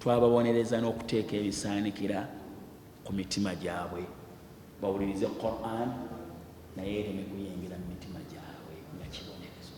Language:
Ganda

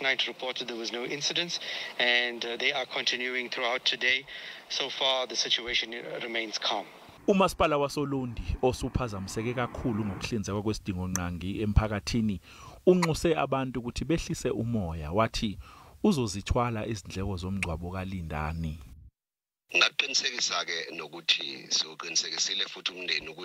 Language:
Zulu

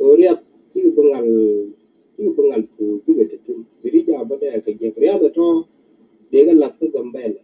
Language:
Nuer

